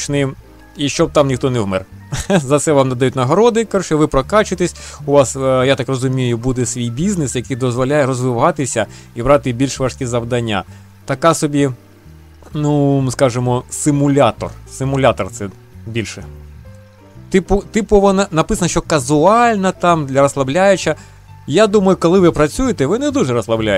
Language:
Ukrainian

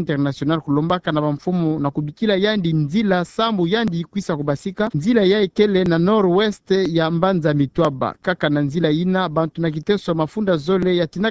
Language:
Kituba (Democratic Republic of Congo)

